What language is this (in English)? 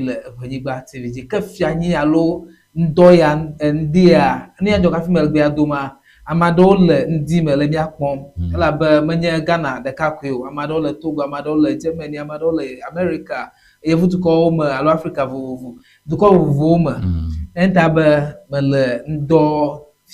Ewe